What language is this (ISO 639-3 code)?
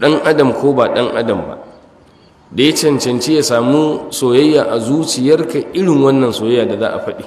hau